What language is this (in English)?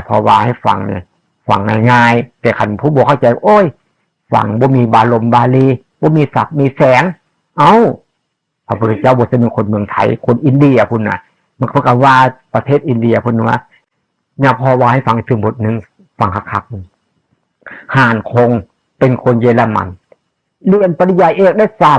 Northeastern Thai